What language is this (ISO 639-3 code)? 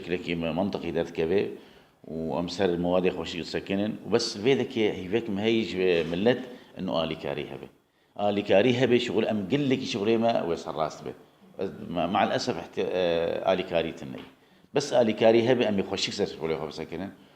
kur